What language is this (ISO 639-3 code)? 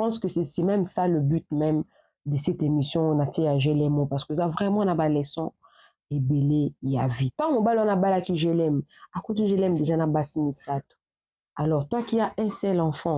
lin